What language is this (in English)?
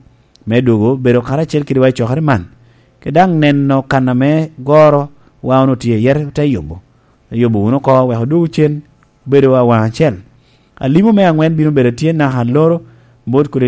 Lango (Uganda)